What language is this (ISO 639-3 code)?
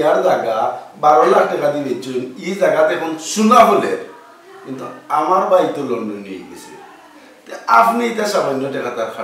syl